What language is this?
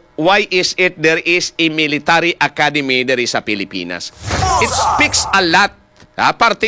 Hiligaynon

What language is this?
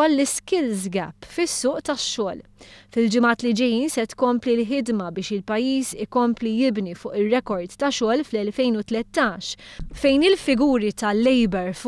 Maltese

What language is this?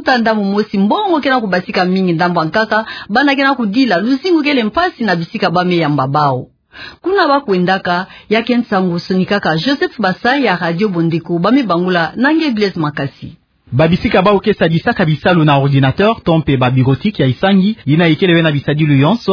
Kituba (Democratic Republic of Congo)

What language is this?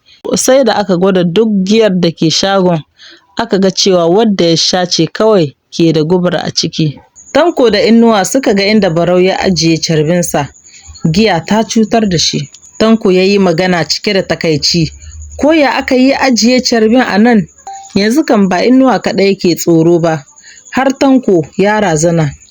Hausa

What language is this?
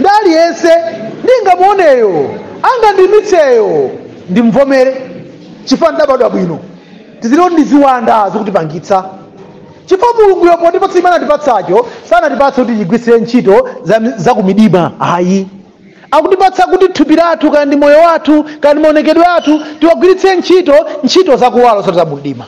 Nyanja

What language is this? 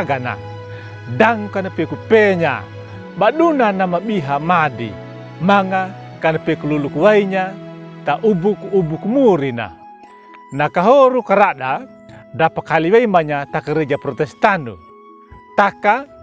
Anakalangu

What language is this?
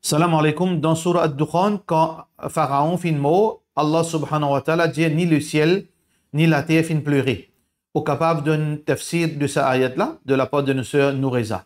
Morisyen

